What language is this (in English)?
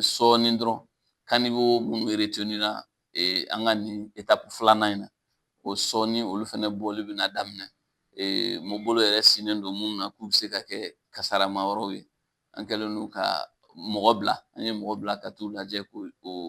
Bambara